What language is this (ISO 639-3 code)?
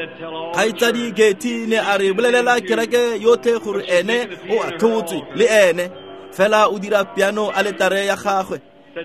tsn